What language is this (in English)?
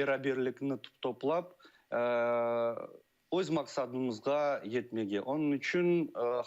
Crimean Tatar